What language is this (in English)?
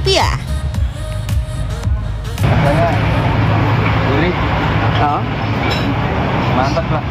Indonesian